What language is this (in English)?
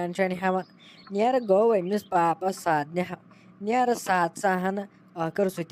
Kashmiri